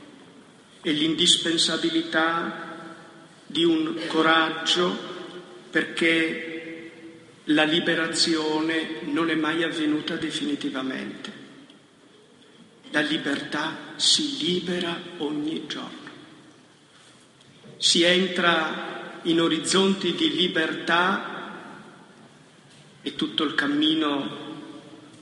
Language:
Italian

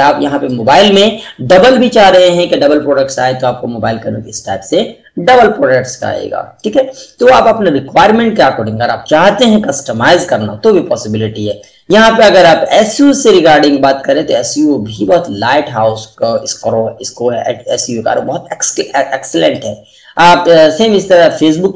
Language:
Hindi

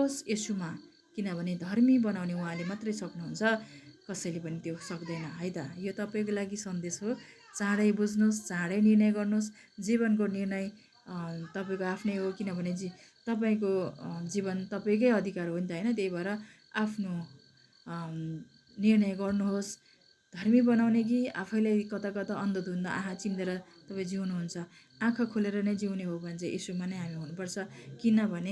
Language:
Nepali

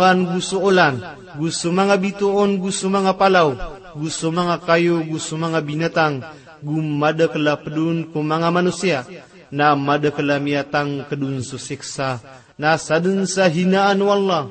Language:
Maranao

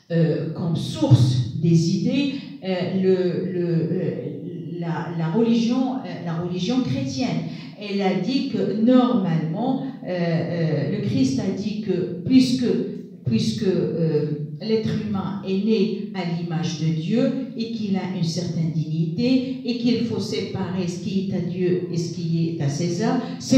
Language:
French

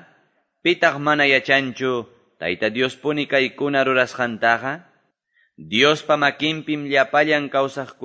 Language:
Quechua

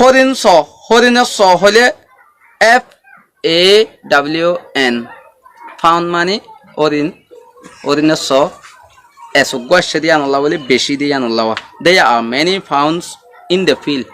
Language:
Rohingya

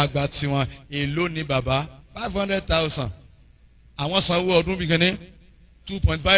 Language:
Yoruba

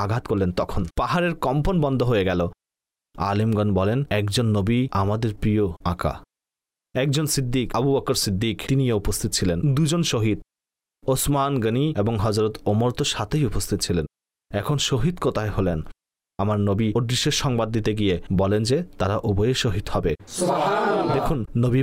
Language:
Bangla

